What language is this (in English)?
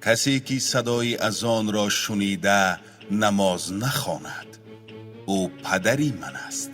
Tajik